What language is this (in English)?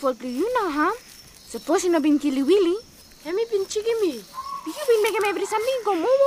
Bislama